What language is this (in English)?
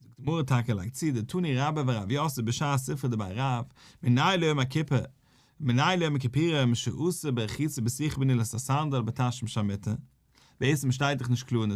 Yiddish